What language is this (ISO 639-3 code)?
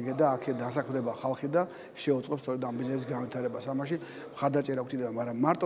kat